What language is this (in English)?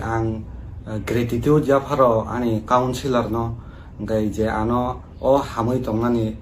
Kok Borok